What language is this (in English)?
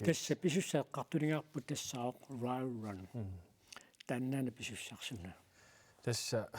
Kalaallisut